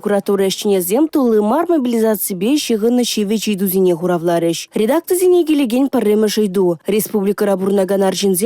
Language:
Chuvash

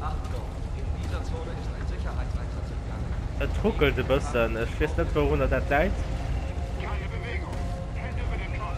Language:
Luxembourgish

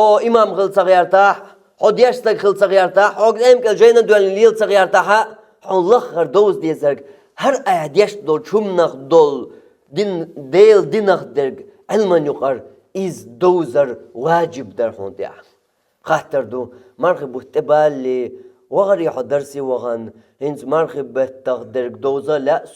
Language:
Chechen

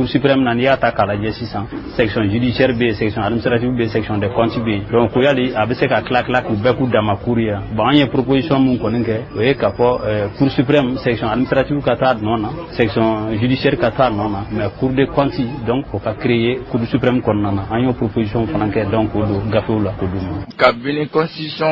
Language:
Bambara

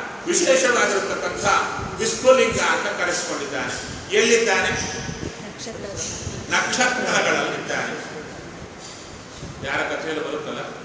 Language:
Kannada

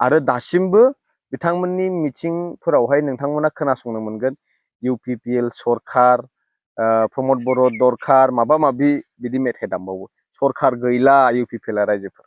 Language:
Bodo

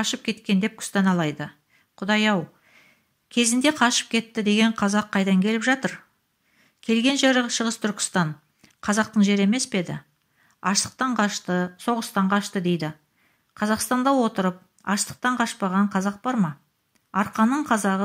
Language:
Kazakh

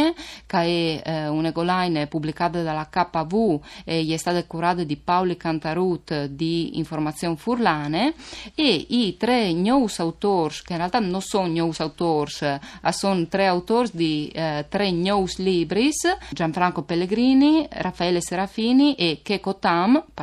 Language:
Friulian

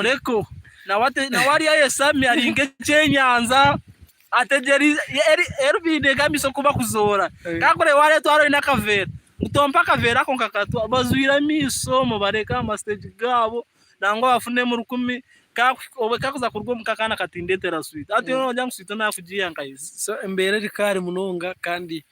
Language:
Nyankole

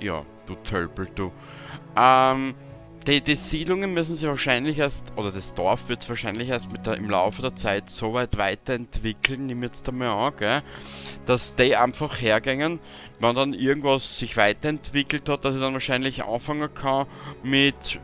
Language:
Bavarian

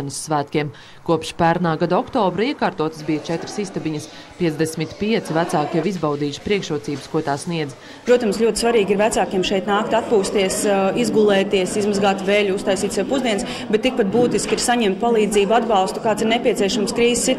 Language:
Latvian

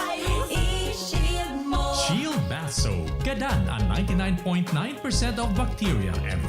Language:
Bikol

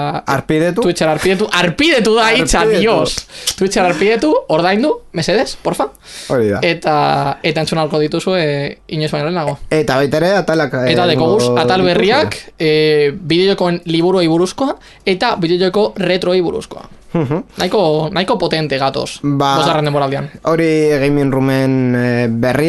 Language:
Basque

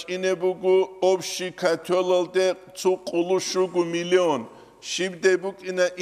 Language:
Avaric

